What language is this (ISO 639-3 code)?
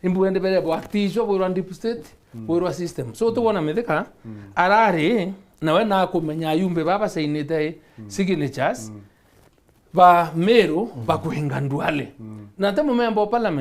mer